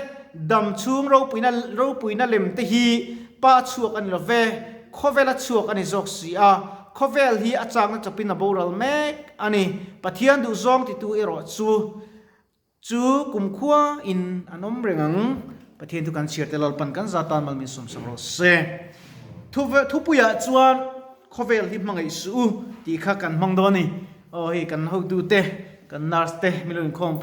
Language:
Mizo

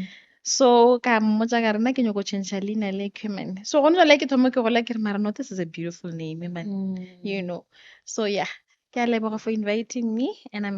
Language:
Northern Sotho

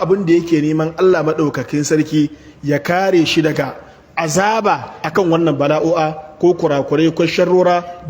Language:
Hausa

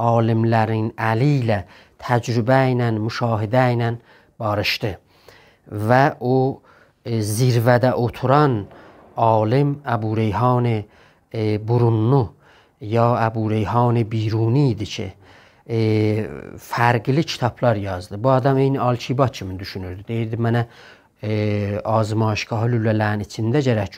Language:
South Azerbaijani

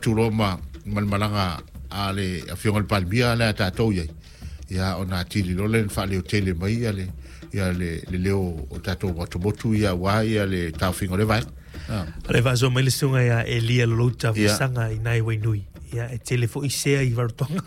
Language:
Samoan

